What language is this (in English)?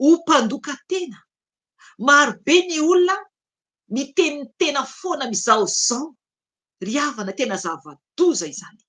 Malagasy